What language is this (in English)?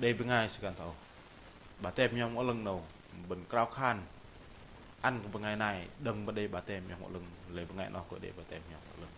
Bahnar